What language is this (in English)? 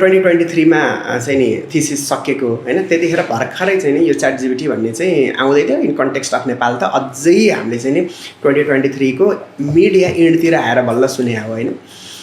Nepali